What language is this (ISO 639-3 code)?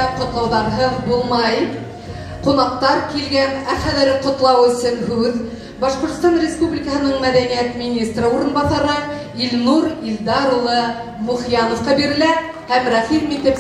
bak